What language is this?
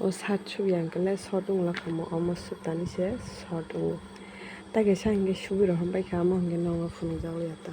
Kok Borok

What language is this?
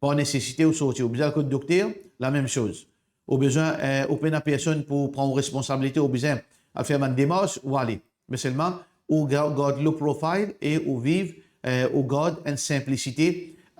Morisyen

